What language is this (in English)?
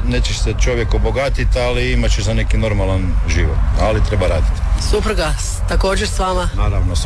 Croatian